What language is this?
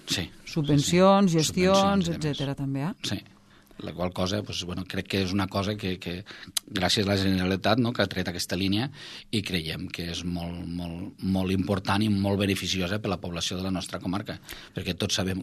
Catalan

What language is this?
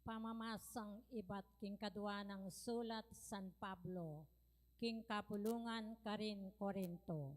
Pampanga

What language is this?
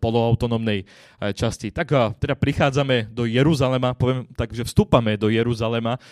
Slovak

